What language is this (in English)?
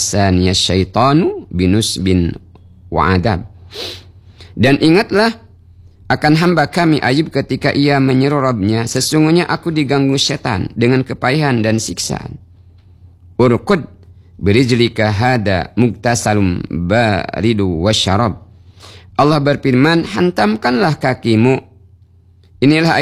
Indonesian